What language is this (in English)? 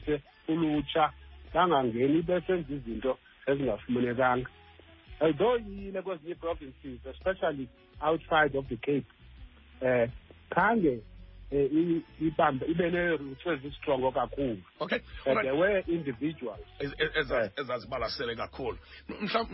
Xhosa